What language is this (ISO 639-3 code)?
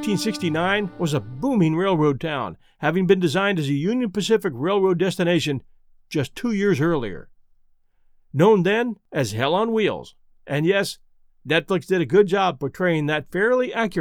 eng